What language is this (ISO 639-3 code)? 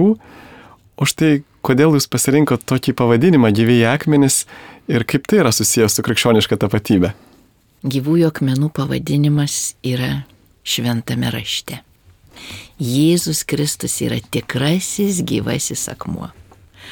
lit